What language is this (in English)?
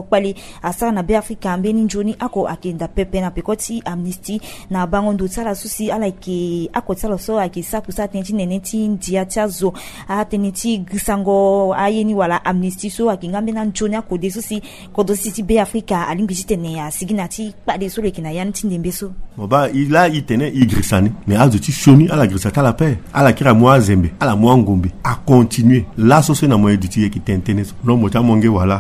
Sango